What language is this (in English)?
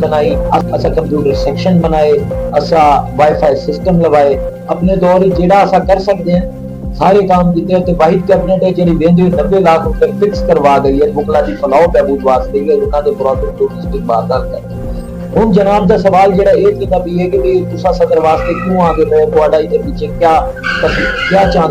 Saraiki